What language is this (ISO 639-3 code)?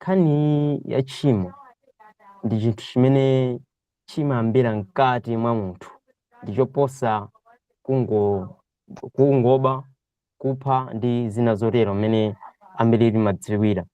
nya